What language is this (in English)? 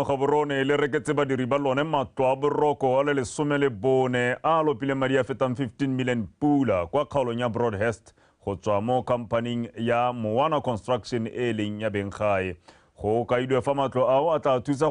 Tswana